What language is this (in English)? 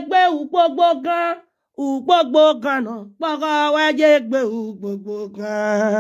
Nigerian Pidgin